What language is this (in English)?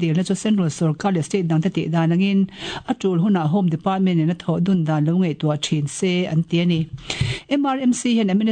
Mizo